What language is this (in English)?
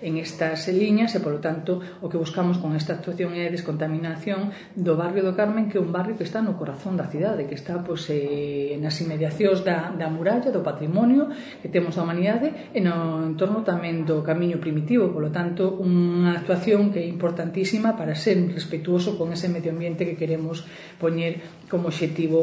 Galician